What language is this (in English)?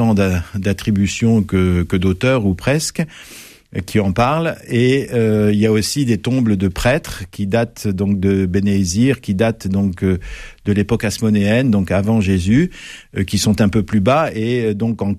French